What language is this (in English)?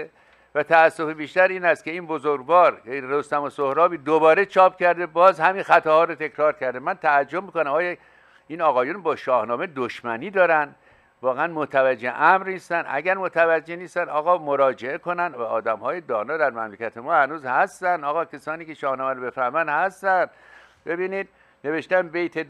Persian